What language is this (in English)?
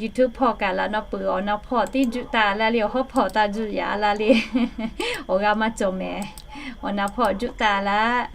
Lahu